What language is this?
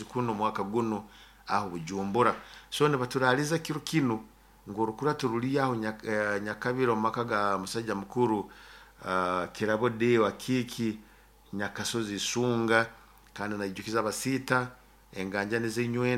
Nyoro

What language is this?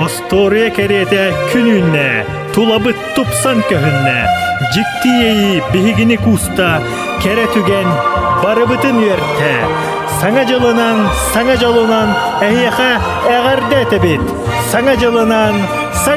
Yakut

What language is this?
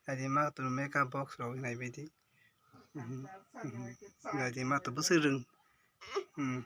Kok Borok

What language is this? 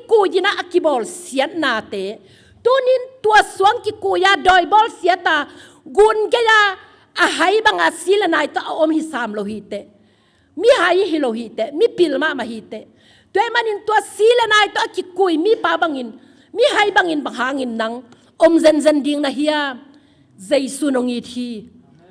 Tedim Chin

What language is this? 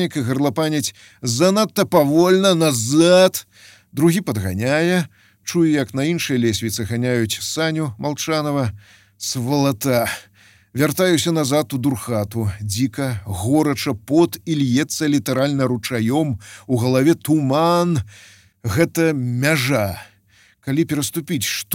Belarusian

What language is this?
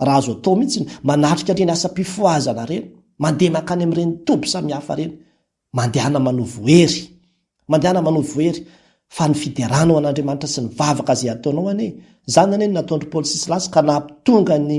Malagasy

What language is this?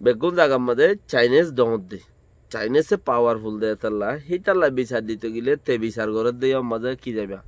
Rohingya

